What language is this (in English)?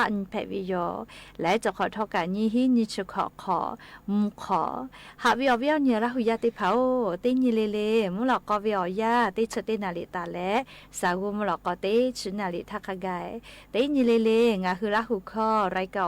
Lahu